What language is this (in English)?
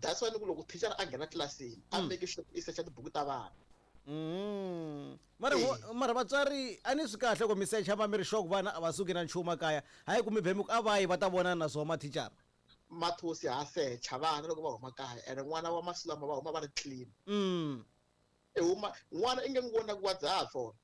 Tsonga